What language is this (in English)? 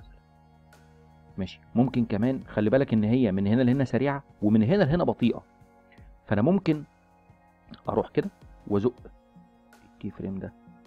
Egyptian Arabic